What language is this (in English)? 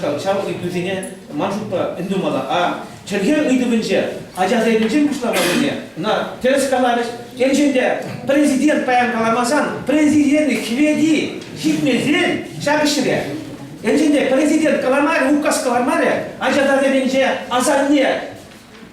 Chuvash